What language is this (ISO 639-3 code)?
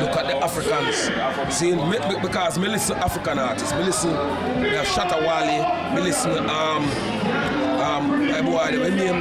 jam